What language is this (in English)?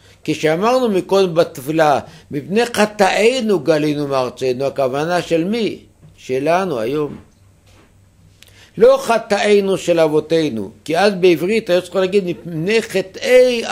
Hebrew